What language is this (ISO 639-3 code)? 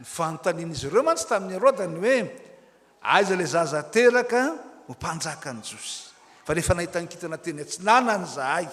mlg